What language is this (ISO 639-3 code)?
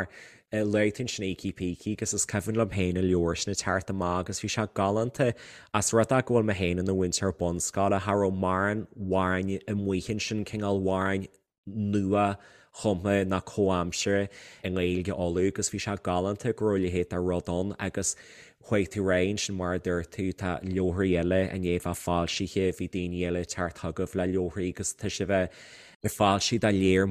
gle